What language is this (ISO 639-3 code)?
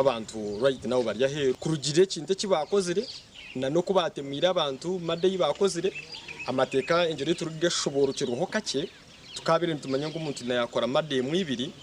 nyn